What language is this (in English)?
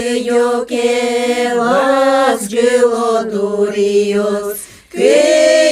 Udmurt